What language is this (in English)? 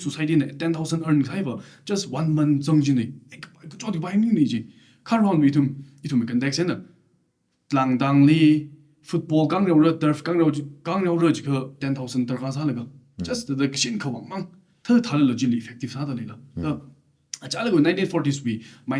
Tangkhul Naga (India)